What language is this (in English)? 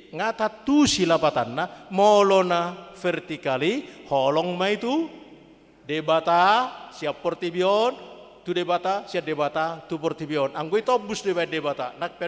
Batak Toba